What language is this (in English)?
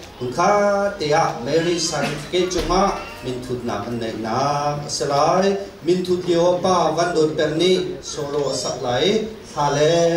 Hakha Chin